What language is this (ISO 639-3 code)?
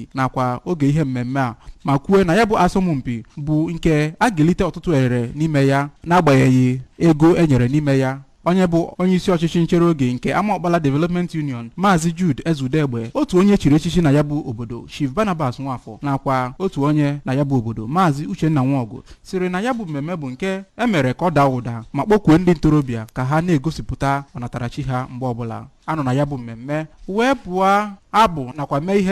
ibo